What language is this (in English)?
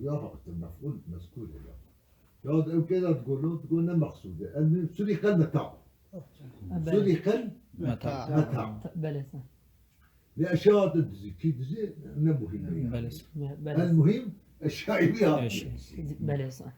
Kurdish